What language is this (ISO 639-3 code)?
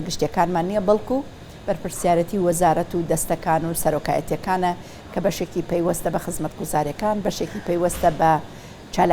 ckb